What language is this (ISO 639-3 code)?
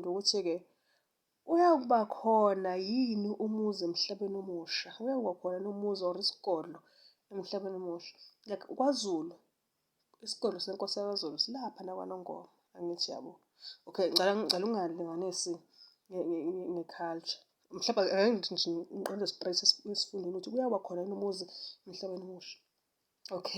zul